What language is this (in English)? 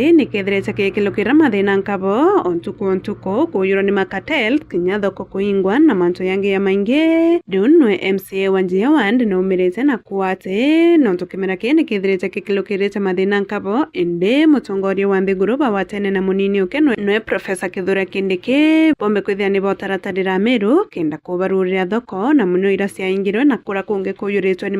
Meru